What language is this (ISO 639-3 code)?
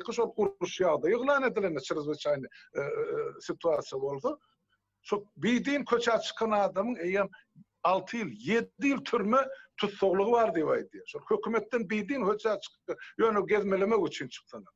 tuk